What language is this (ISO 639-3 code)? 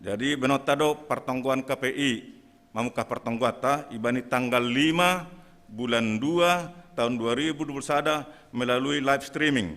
bts